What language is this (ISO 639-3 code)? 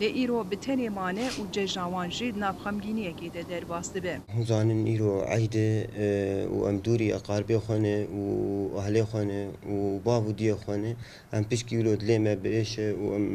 kur